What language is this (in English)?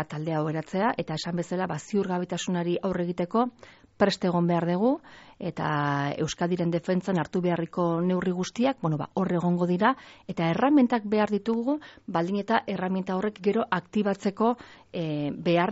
Basque